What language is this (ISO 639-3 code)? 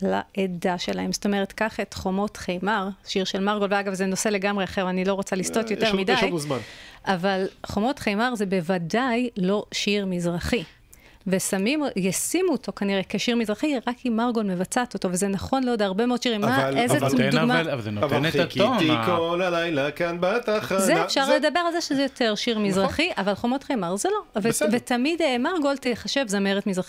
heb